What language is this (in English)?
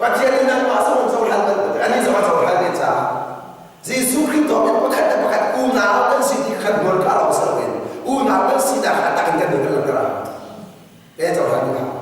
Hakha Chin